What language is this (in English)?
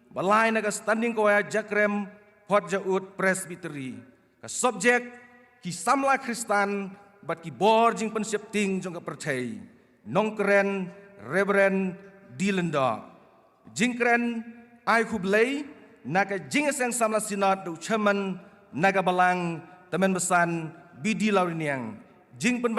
Khasi